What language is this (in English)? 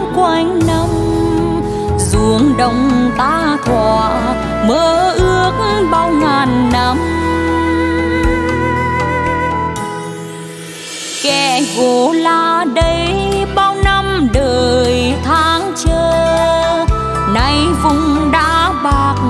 Vietnamese